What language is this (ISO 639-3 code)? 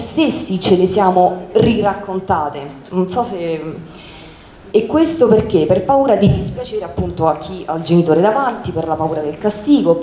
ita